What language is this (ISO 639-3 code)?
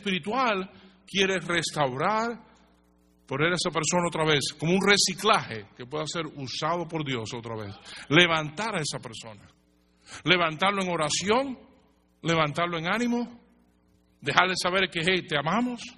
spa